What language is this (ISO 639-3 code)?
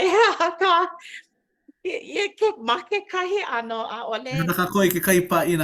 haw